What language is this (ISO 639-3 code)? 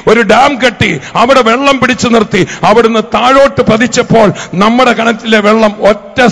mal